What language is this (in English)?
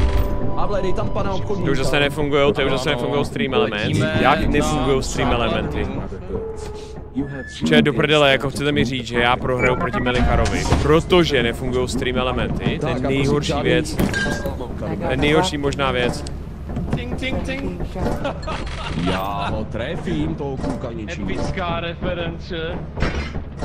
Czech